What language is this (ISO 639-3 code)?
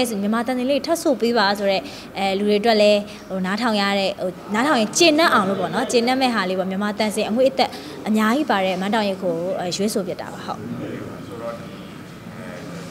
mya